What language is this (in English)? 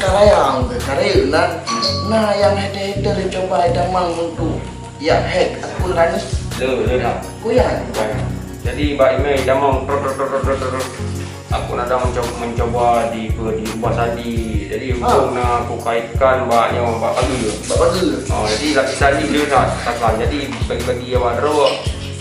Achinese